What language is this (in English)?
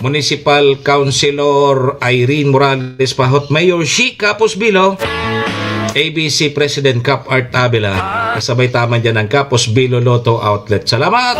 Bikol